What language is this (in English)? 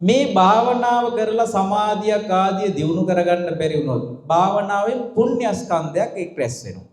Sinhala